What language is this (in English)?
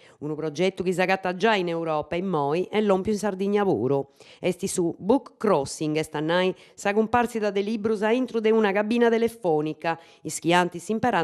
Sardinian